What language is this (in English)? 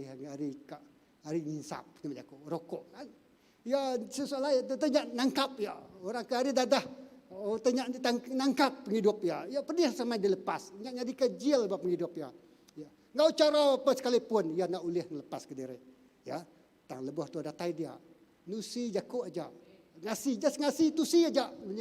Iban